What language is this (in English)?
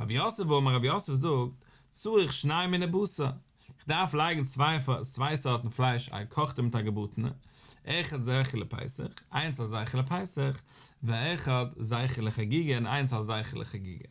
Yiddish